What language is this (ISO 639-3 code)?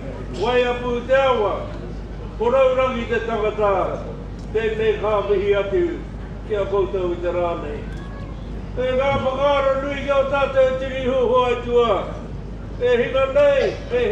mri